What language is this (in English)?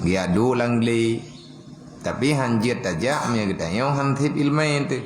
Achinese